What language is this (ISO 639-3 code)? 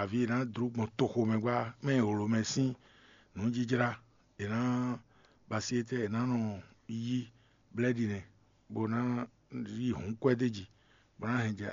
fon